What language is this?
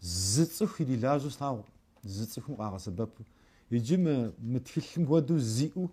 Kabardian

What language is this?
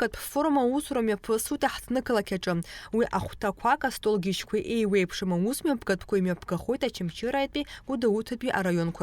Abkhazian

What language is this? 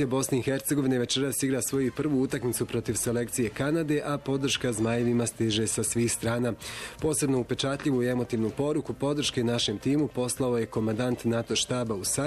Bosnian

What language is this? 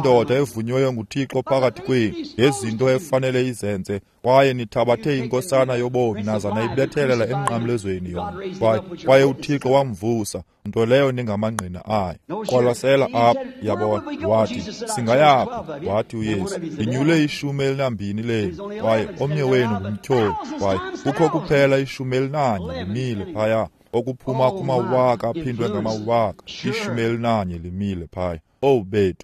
Xhosa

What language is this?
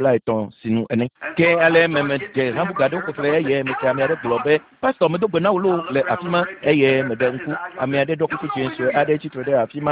Ewe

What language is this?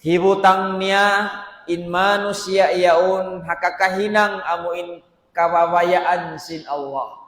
Tausug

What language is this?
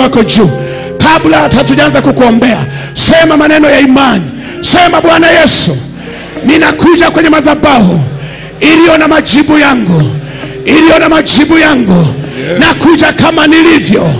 Swahili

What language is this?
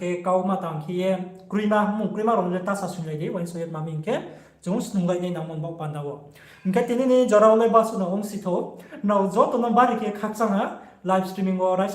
Riang (India)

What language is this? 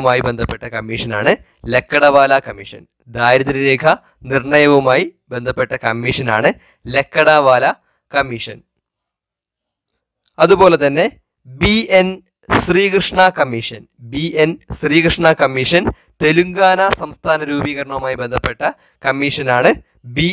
Malayalam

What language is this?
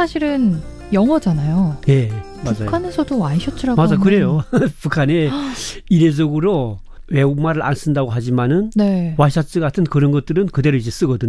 Korean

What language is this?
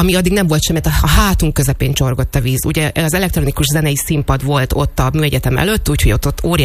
Hungarian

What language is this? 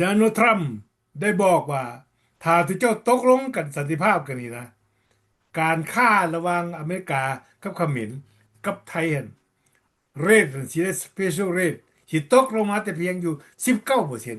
Lao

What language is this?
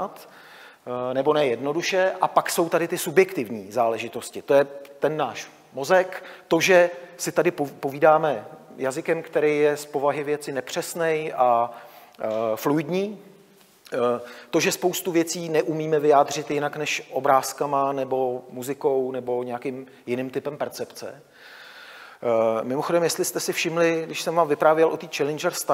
Czech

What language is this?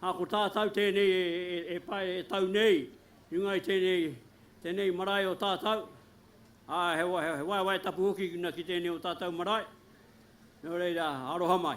Māori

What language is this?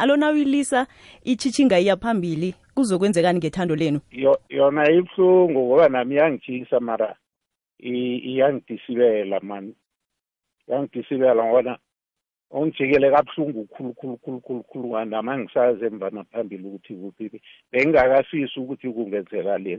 South Ndebele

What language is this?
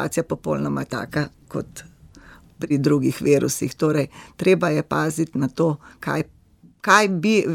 Slovenian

